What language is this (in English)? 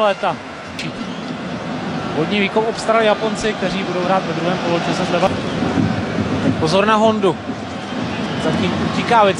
Czech